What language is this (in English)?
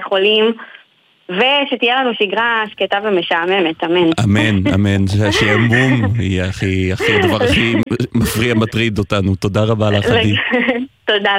Hebrew